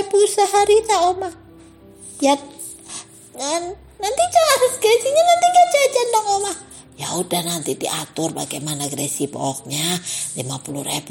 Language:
Indonesian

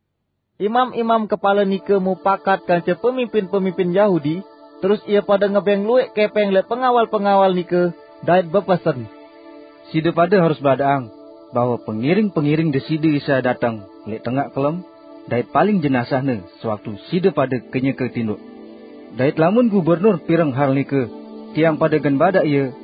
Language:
Sasak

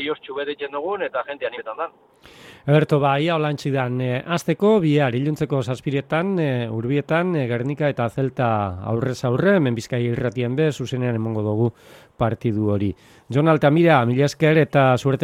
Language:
Basque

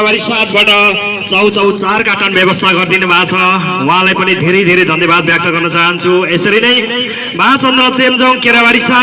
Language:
Nepali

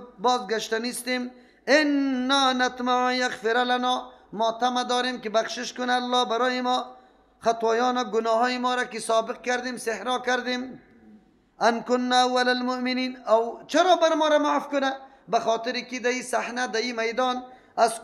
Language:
Persian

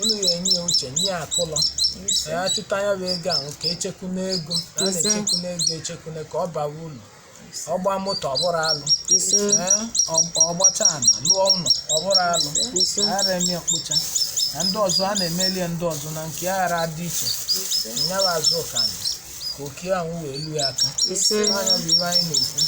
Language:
Igbo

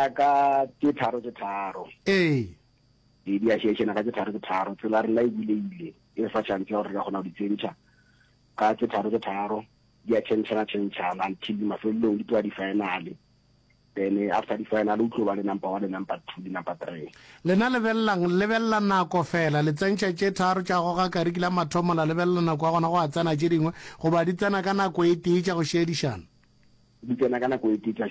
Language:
Northern Sotho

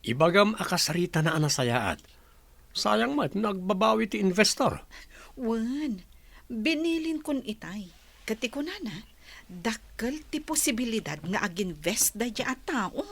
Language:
Iloko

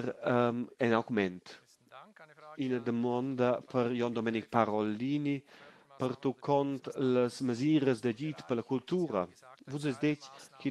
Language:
Romansh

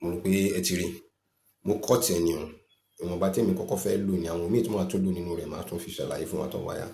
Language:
Yoruba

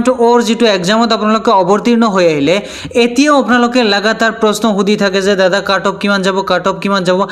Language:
Assamese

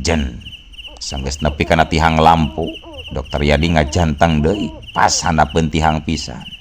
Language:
Sundanese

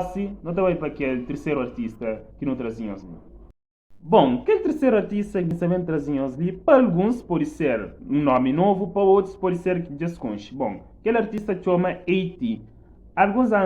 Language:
Kabuverdianu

